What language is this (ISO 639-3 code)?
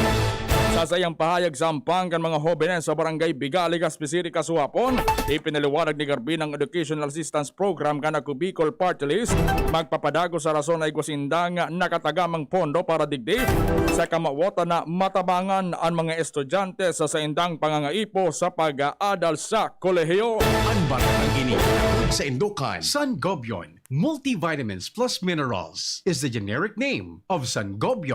bik